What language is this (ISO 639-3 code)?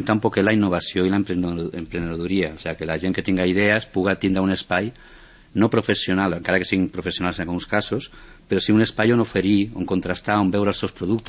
cat